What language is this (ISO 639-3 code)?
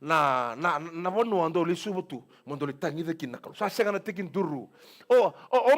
fij